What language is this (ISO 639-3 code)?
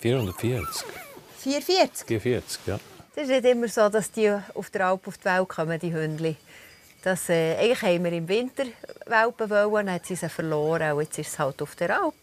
gsw